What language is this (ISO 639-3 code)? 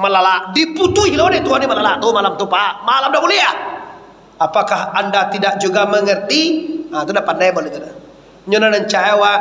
min